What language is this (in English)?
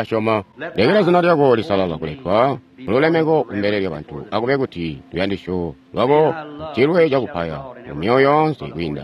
Tonga (Zambia)